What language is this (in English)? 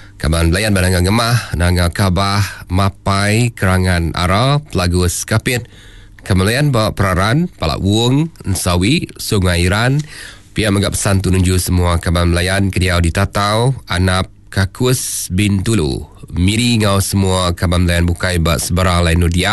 Iban